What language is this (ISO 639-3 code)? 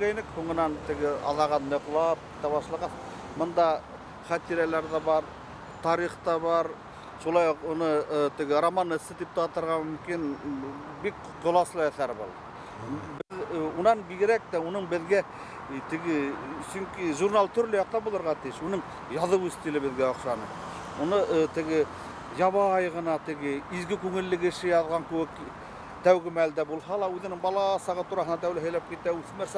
bak